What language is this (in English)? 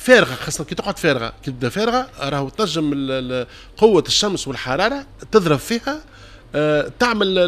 Tunisian Arabic